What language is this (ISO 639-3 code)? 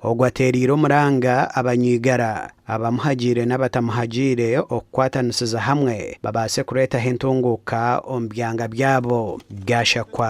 nyn